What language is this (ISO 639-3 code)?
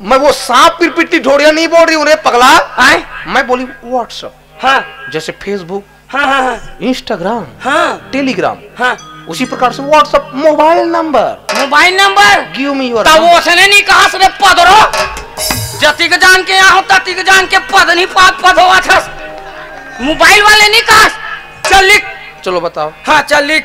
hne